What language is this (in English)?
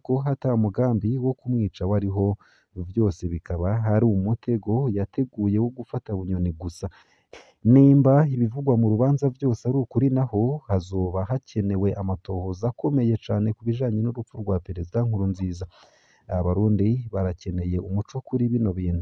Rundi